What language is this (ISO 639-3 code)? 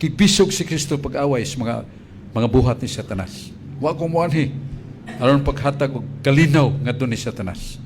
ceb